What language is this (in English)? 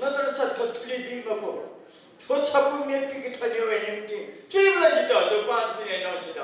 Newari